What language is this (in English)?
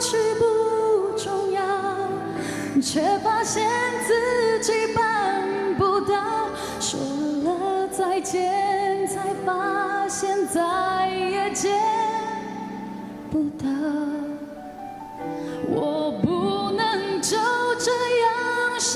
Chinese